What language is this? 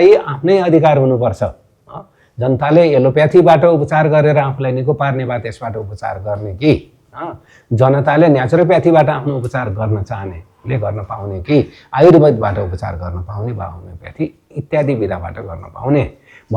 Nepali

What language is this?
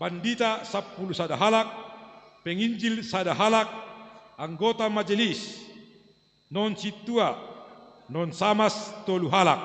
Batak Simalungun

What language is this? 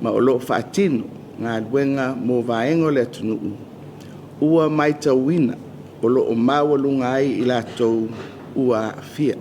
Samoan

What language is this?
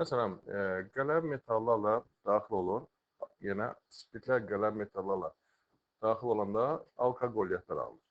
Azerbaijani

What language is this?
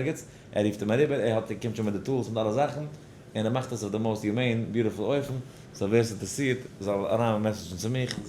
Yiddish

